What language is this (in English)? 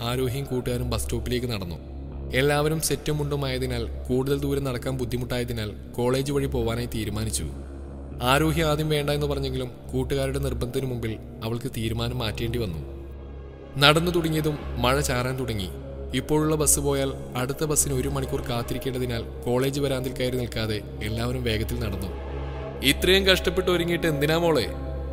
Malayalam